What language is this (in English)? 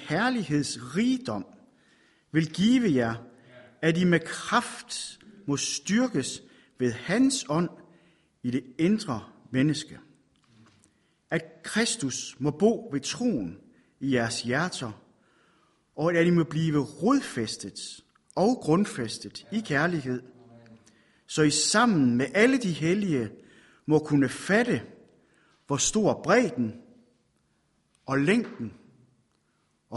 Danish